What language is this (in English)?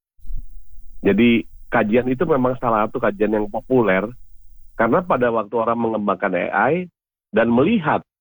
Indonesian